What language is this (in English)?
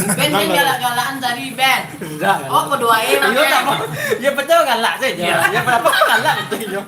Minangkabau